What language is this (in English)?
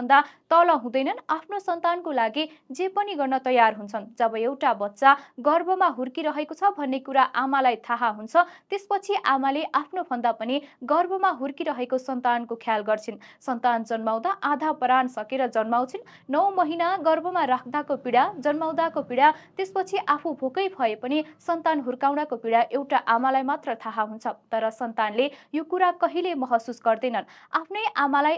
Nepali